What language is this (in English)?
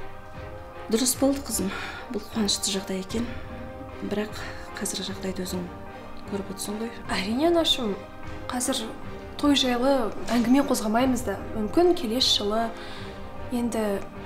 Kazakh